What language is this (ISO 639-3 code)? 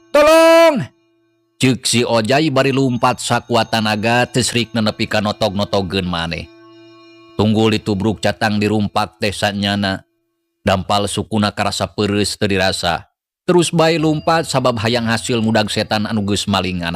sun